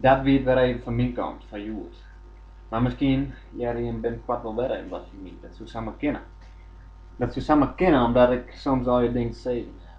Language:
Western Frisian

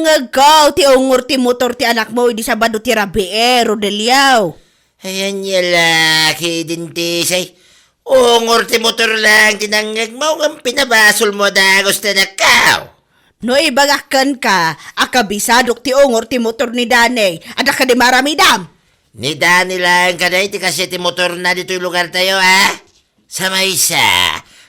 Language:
Iloko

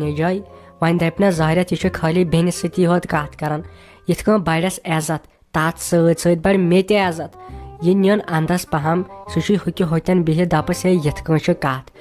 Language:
Kashmiri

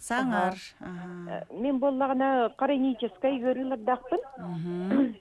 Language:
Yakut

